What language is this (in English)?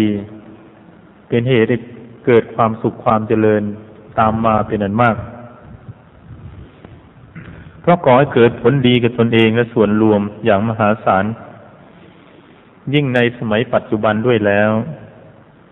Thai